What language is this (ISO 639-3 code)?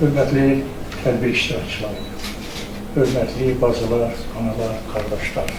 aze